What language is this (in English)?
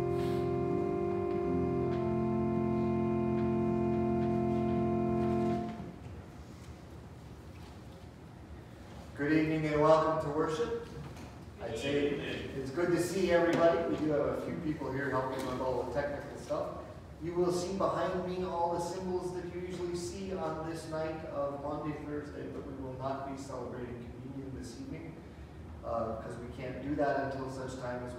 English